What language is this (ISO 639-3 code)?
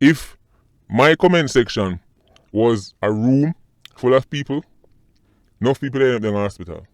jam